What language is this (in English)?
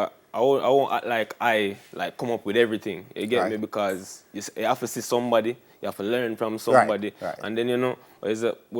Jamaican Creole English